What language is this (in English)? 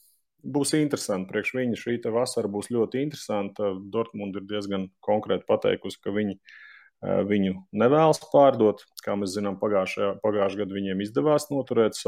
Latvian